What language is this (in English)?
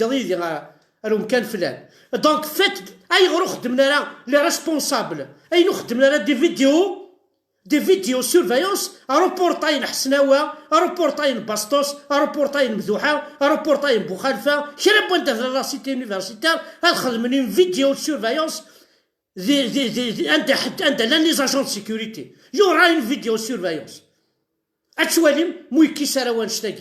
Kabyle